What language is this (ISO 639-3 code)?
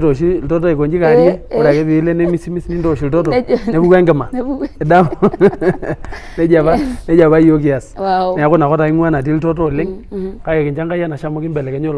mas